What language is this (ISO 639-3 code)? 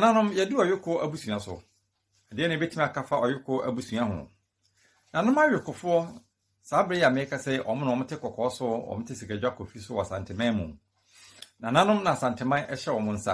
aka